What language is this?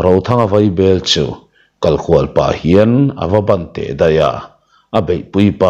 Mizo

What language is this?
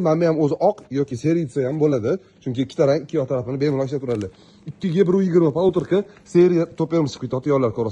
Uzbek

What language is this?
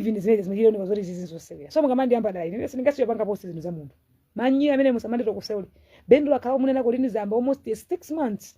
Nyanja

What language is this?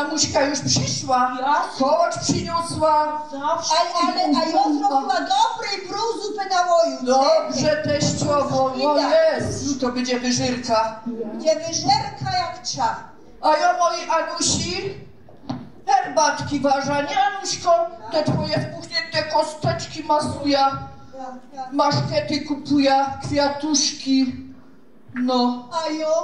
Silesian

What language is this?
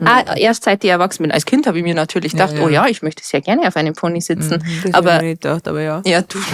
Bavarian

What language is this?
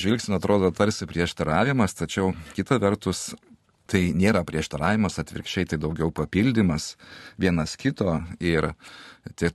Lithuanian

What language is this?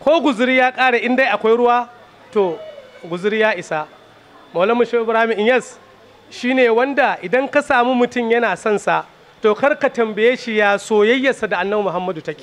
Hausa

